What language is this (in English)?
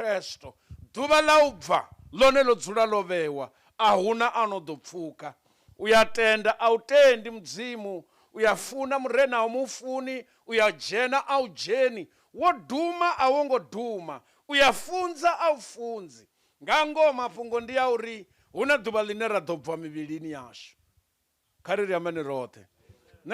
Venda